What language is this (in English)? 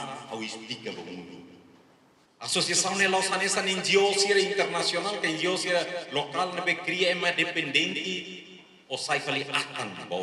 Tetum